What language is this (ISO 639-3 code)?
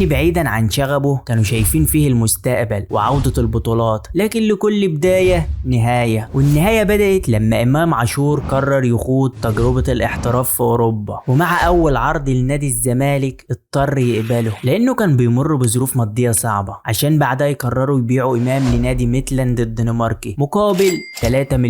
arz